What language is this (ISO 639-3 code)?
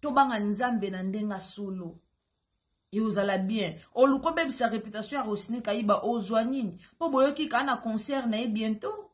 lin